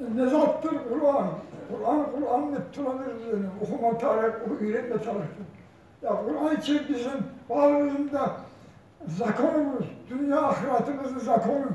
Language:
Kumyk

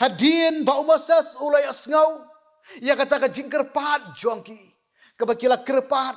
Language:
Khasi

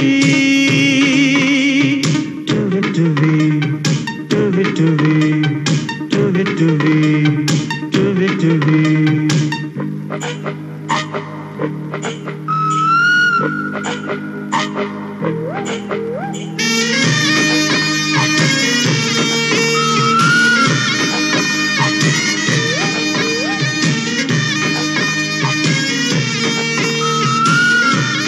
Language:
Kannada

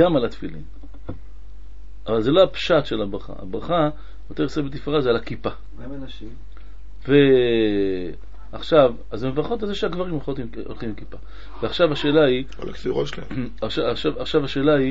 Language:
Hebrew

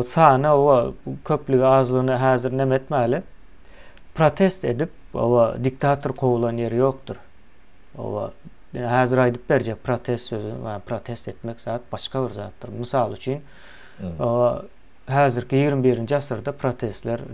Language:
Turkmen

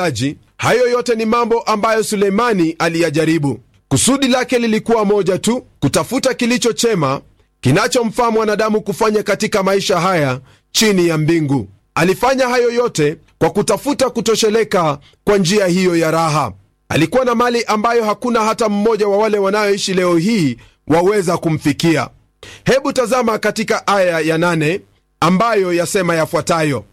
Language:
Swahili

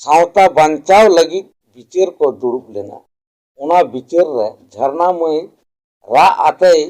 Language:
Santali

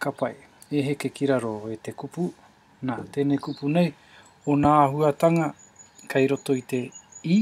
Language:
Māori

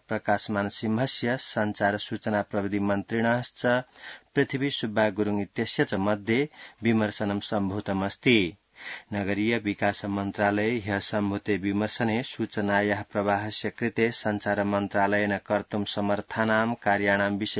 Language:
Sanskrit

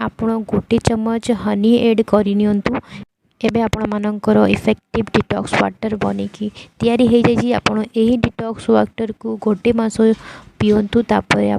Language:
Odia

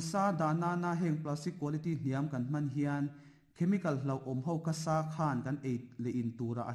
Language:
Mizo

